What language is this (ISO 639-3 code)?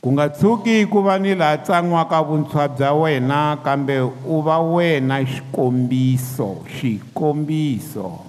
tso